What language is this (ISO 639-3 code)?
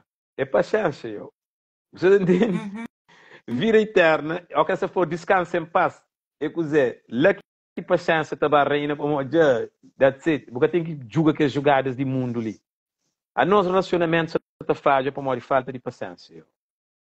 kea